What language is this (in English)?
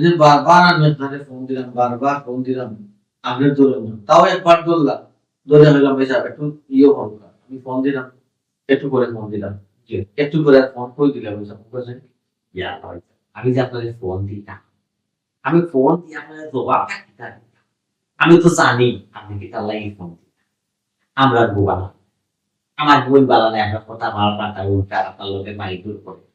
Sylheti